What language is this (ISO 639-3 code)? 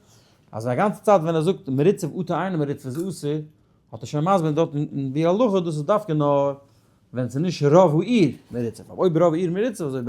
yid